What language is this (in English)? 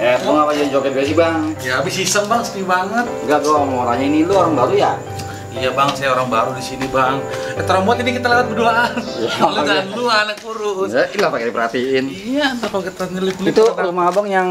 Betawi